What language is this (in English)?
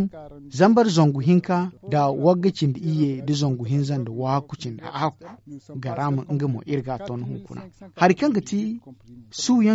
Zarma